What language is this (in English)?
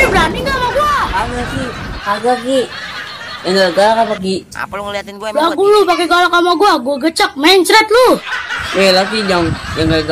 Betawi